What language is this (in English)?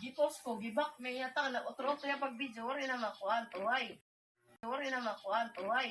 Waray